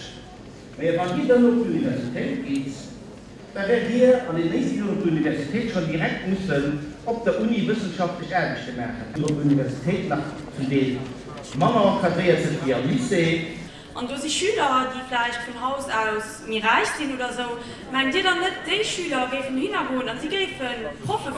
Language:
Luxembourgish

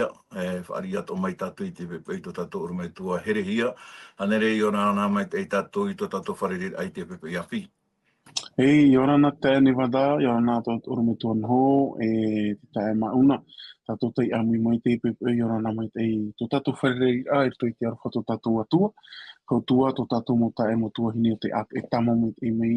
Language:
Tahitian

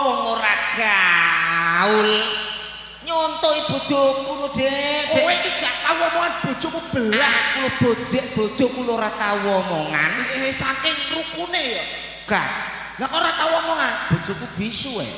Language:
Javanese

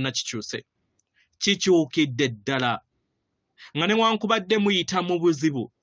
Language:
Ganda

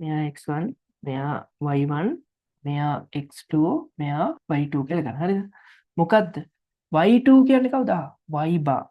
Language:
Sinhala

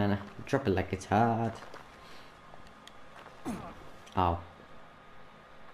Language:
Finnish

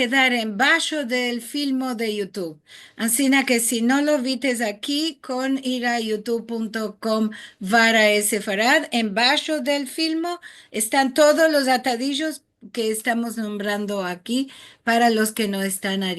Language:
Ladino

